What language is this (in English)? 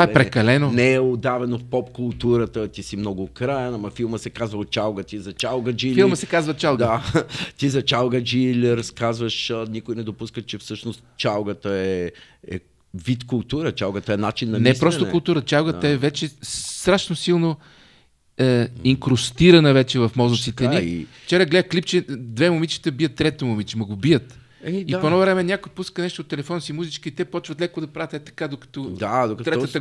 Bulgarian